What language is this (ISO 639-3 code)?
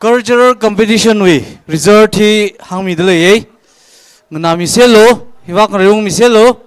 nmf